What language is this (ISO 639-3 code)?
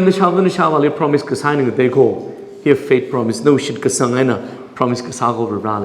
nmf